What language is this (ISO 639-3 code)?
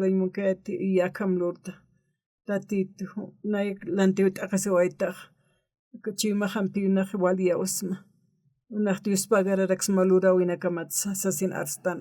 aym